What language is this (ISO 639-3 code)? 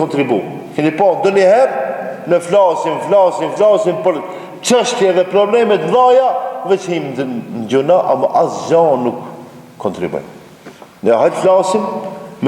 sqi